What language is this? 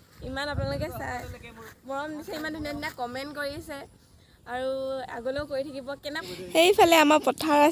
Assamese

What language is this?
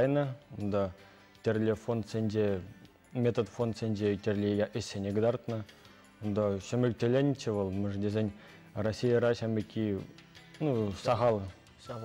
Chuvash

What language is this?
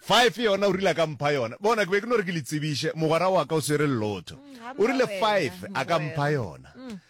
Northern Sotho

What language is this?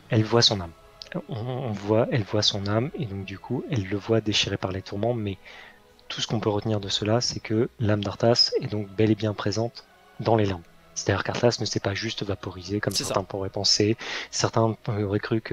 French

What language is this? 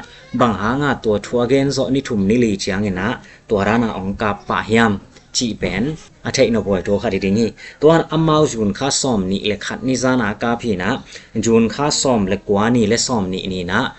Tedim Chin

